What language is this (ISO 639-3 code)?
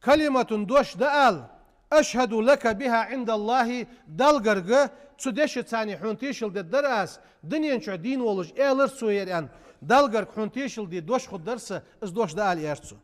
inh